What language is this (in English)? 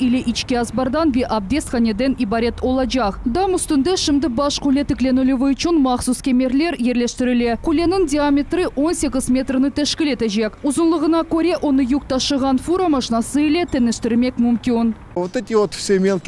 Crimean Tatar